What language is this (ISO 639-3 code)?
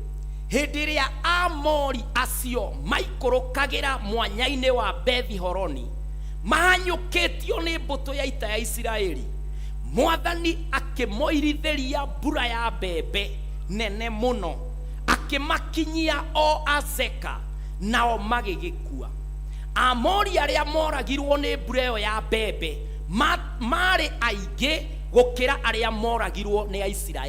kik